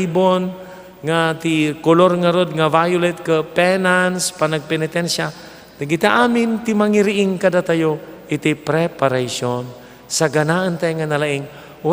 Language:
Iloko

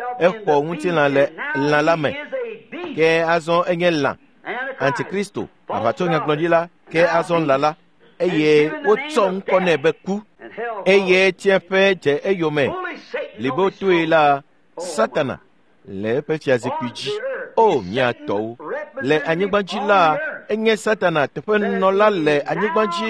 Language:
Ewe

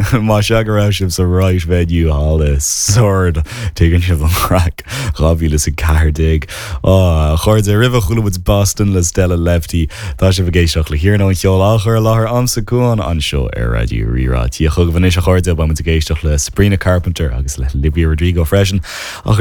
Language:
Irish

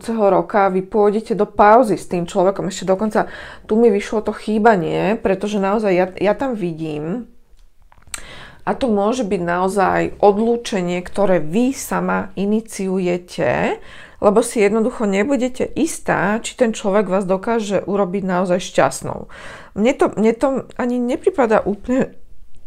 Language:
Slovak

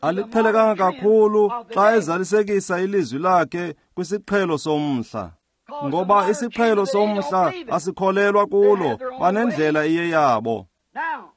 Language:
Xhosa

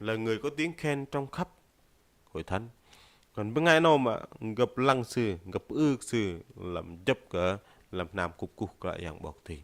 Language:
Bahnar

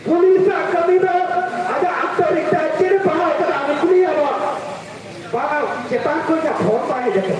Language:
Santali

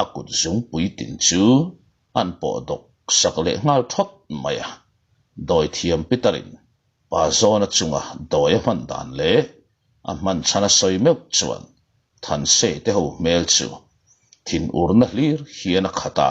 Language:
Mizo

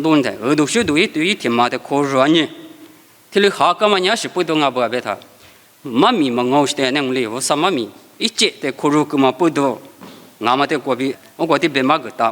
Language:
Lisu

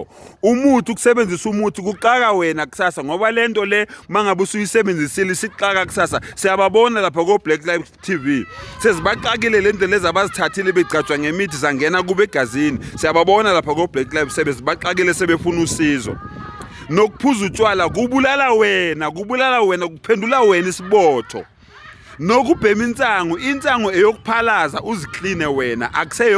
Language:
Zulu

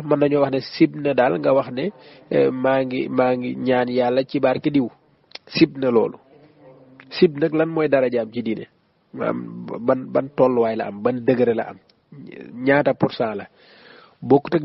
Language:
Wolof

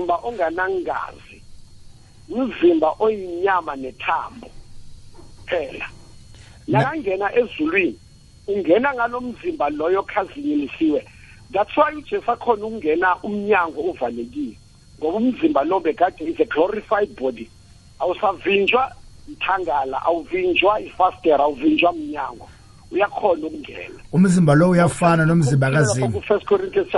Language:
South Ndebele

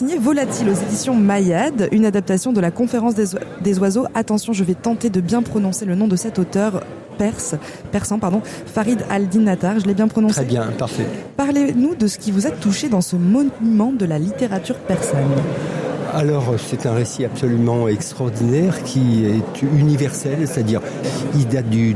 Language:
French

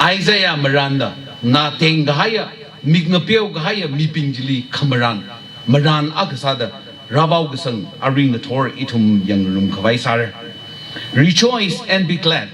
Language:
Tangkhul Naga (India)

